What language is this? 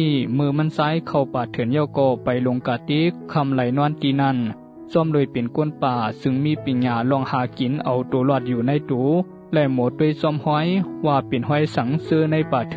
Shan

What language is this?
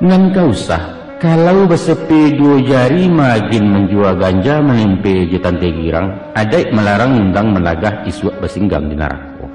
Minangkabau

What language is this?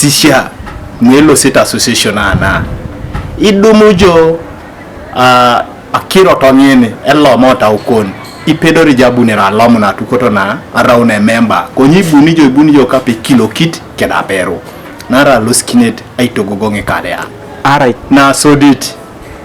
Teso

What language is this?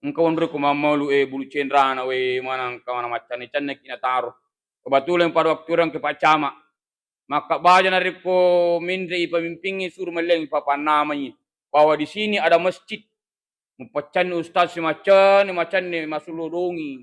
Buginese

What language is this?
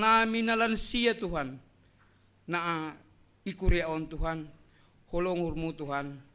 Batak Simalungun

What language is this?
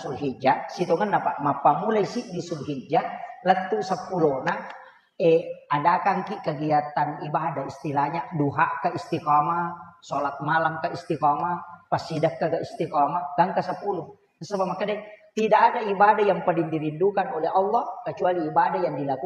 Buginese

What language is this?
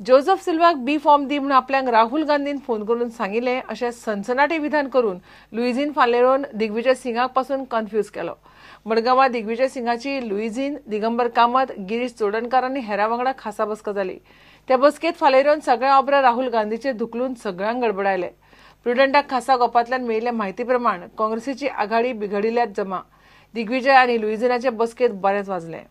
Konkani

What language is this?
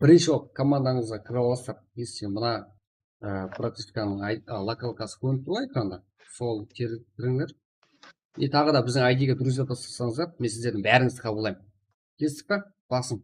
Kara-Kalpak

